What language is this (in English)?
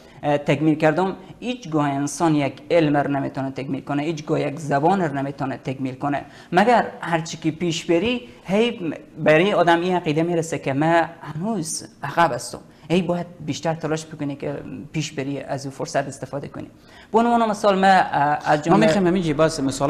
Persian